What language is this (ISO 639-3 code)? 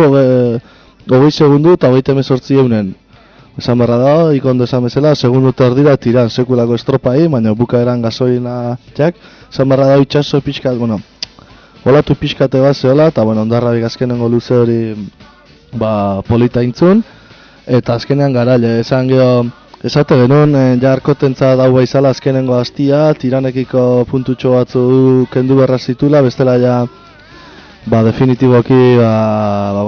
eus